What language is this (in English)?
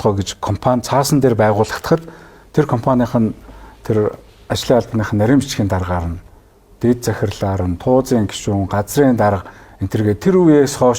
Mongolian